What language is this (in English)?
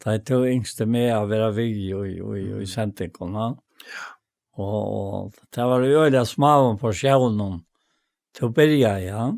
Faroese